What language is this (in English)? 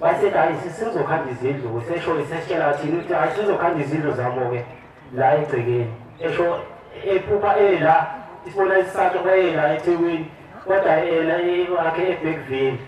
Zulu